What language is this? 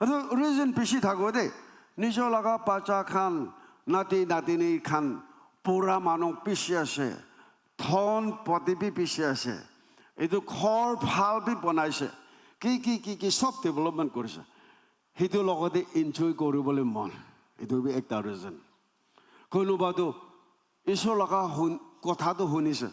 Naga Pidgin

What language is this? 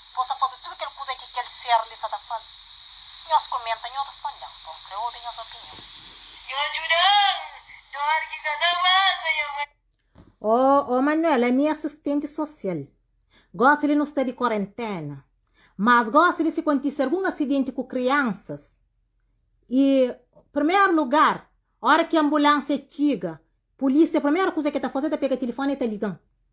Kabuverdianu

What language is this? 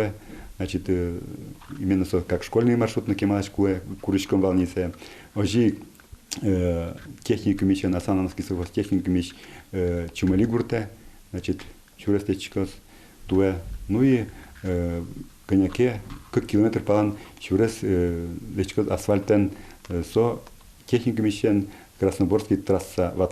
Udmurt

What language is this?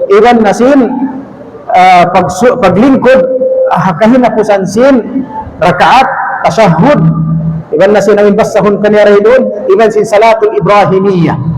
Tausug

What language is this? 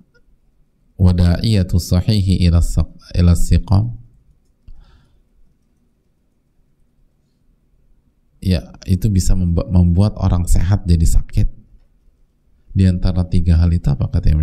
Indonesian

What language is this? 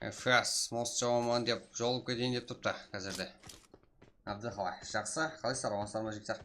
Kara-Kalpak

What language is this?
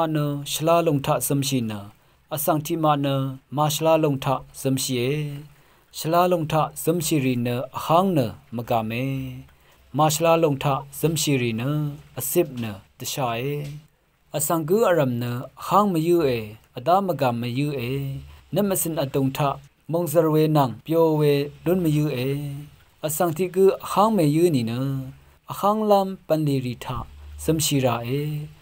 Rawang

